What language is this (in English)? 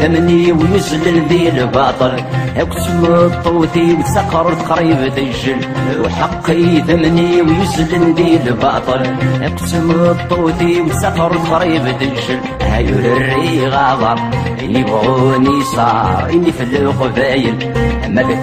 Kabyle